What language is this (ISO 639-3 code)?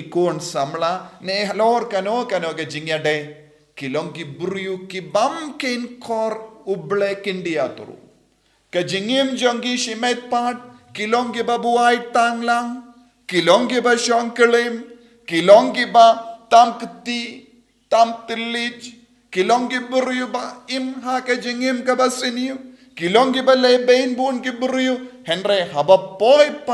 kha